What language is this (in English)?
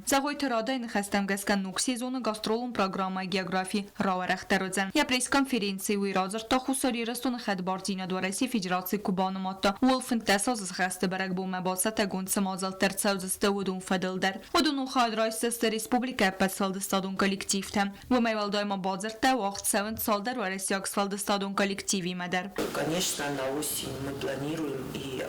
Ossetic